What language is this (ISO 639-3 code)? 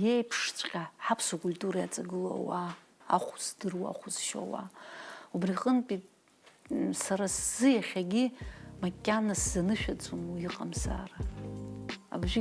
abk